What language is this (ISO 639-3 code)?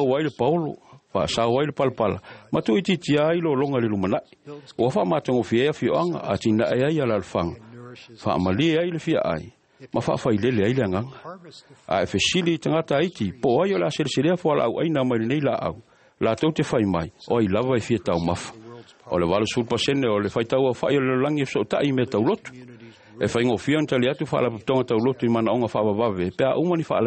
smo